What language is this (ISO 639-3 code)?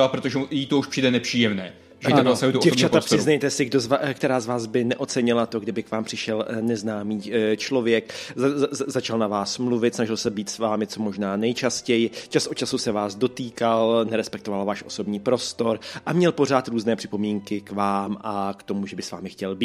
ces